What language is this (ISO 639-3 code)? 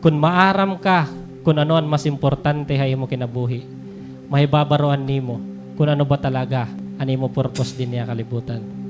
war